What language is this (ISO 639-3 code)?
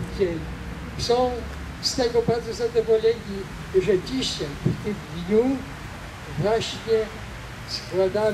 pol